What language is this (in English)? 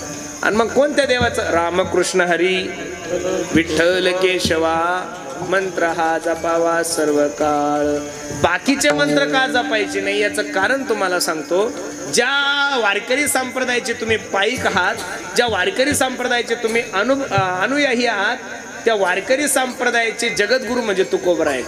Marathi